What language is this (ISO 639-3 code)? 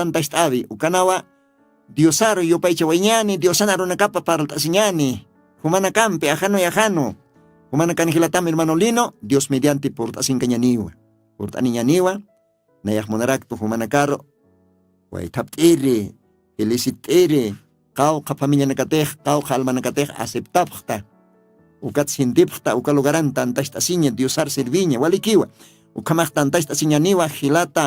aym